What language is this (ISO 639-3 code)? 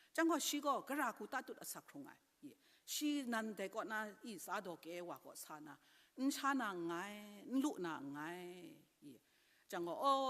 kac